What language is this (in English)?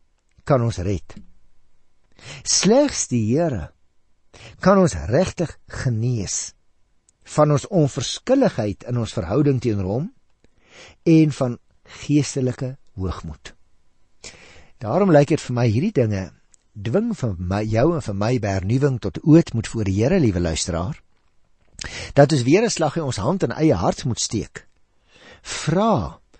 Afrikaans